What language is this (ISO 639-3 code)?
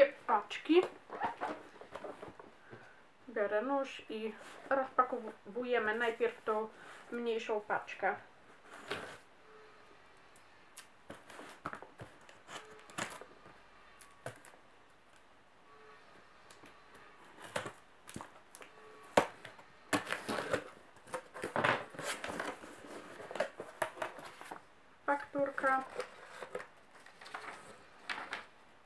pol